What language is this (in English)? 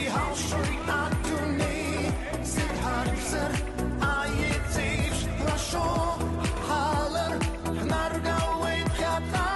Abkhazian